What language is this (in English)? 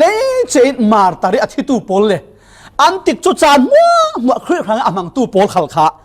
Falam Chin